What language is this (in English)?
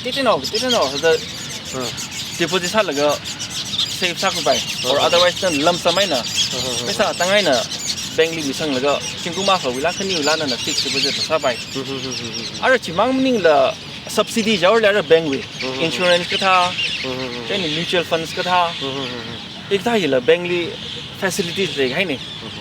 Tangkhul Naga (India)